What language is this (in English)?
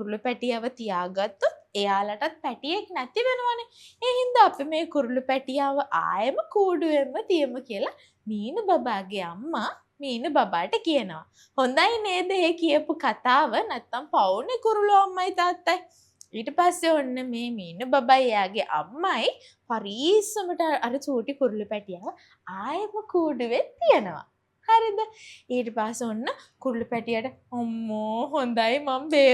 Sinhala